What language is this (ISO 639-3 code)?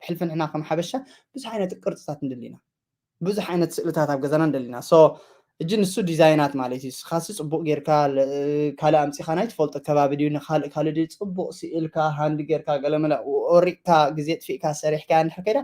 tir